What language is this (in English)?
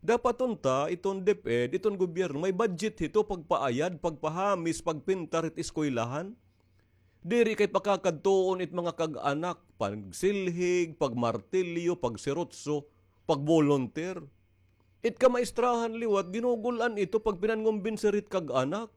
Waray